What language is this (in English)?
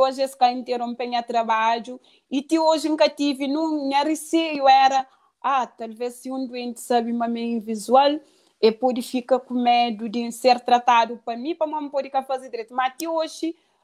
Kabuverdianu